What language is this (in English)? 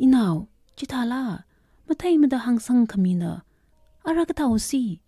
Tangkhul Naga (India)